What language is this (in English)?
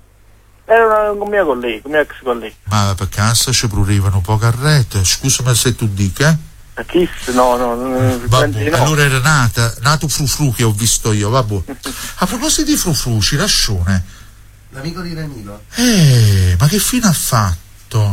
Italian